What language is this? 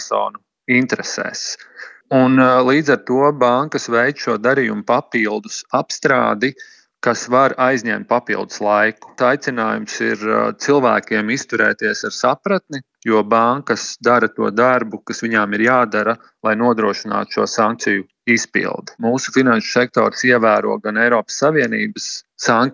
Latvian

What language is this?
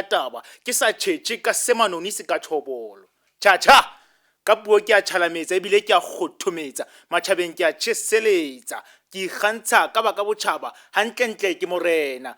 Southern Sotho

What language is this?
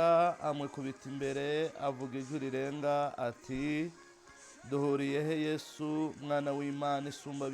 Kinyarwanda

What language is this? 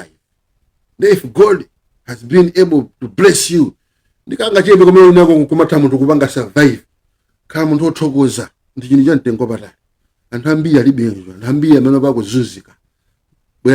Nyanja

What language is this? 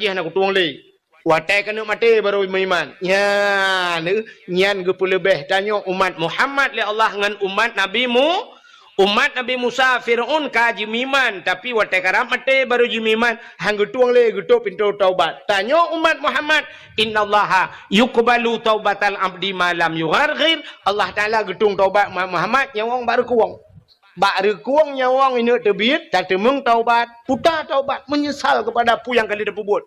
Achinese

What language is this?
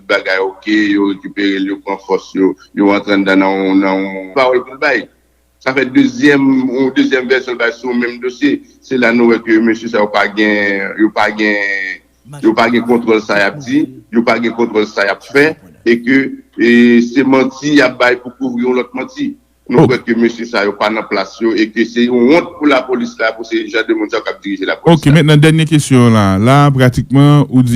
Haitian Creole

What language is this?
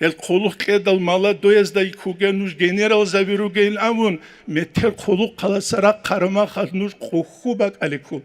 Avaric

